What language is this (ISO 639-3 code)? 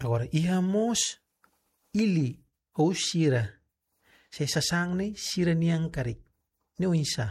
tet